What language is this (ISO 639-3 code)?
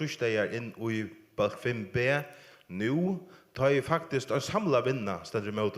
fao